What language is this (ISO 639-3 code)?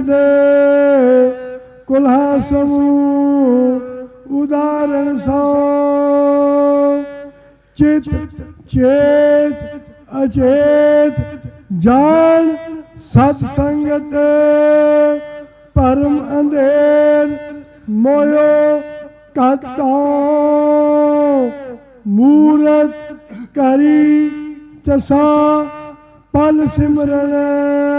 pan